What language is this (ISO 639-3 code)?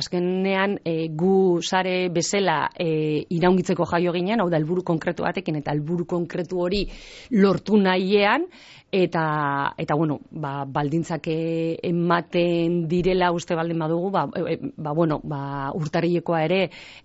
eus